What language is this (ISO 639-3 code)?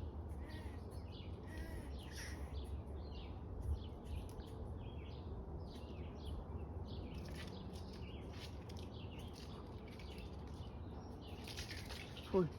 lao